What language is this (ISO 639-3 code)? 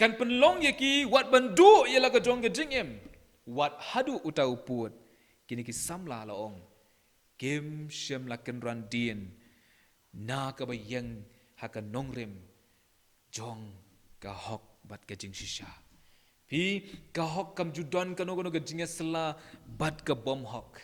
kha